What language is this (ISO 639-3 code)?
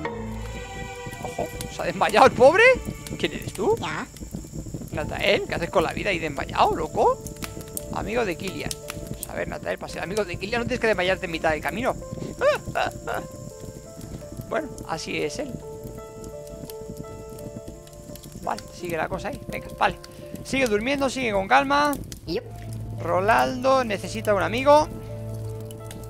spa